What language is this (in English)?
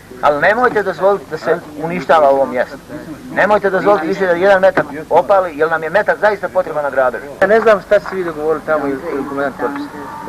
Bosnian